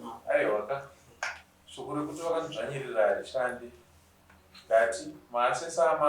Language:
Shona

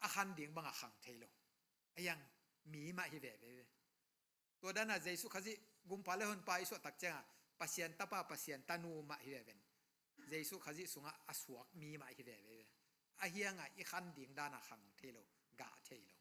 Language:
Tedim Chin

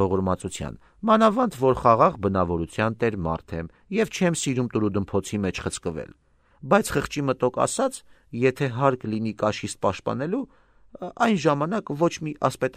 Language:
Armenian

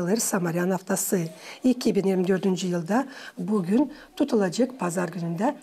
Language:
Gagauz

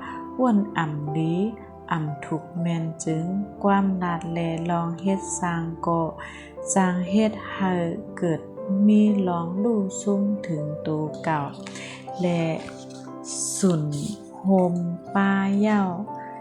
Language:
Shan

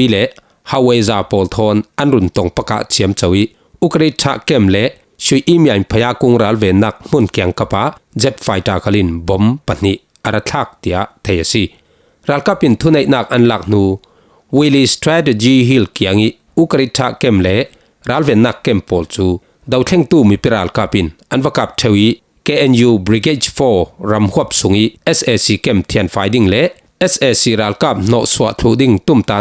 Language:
Falam Chin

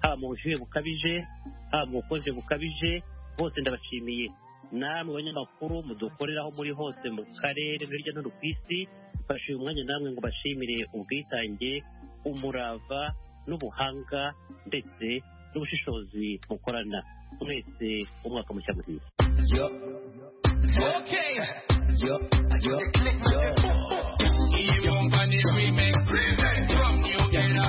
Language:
Kinyarwanda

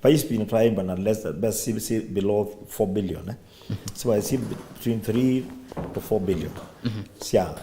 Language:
Kamba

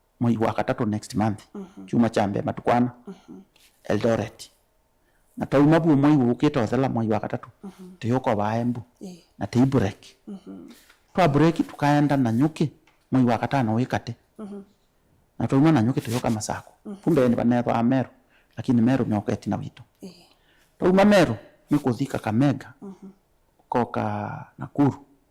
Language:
Kamba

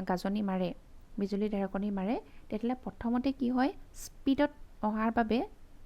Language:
Assamese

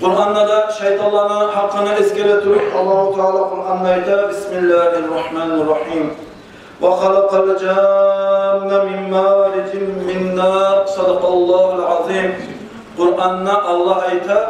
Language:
Kumyk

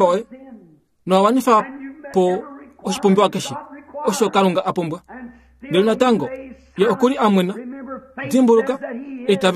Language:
Kuanyama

